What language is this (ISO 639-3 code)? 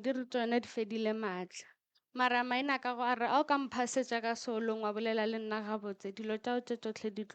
nso